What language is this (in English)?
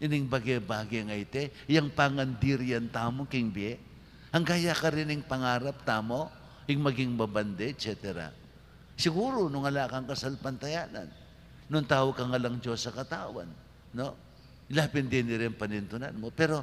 Pampanga